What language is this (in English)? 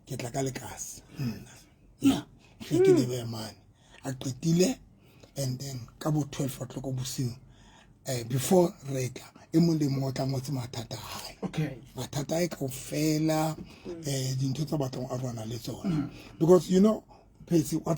Southern Sotho